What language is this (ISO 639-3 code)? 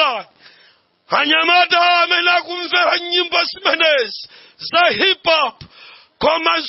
nya